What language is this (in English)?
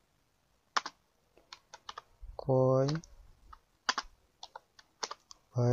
Gujarati